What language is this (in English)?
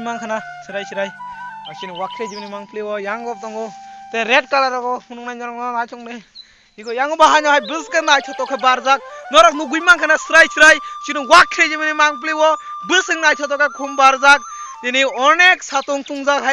Kok Borok